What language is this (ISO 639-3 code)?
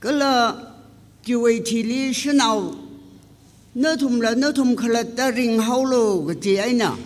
nmf